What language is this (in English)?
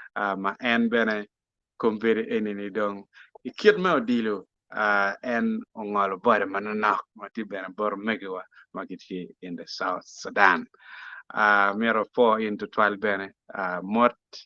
Acoli